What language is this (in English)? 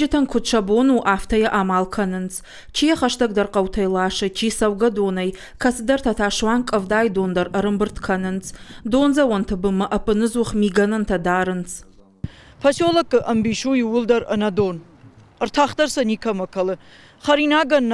Ossetic